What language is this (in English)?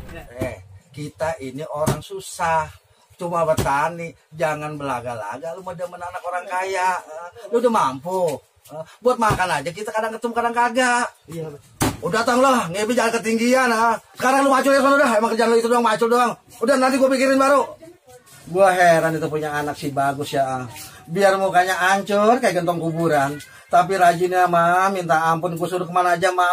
Betawi